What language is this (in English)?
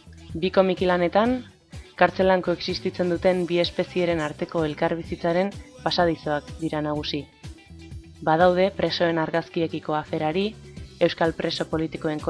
Basque